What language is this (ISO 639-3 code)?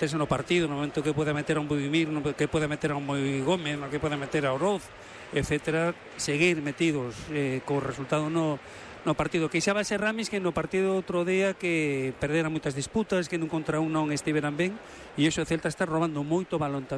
glg